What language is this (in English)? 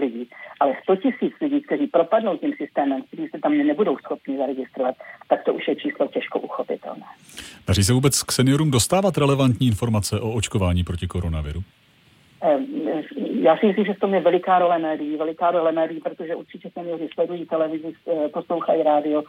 Czech